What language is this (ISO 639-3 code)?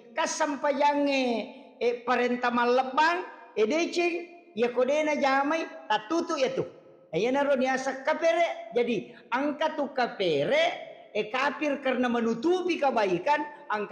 bug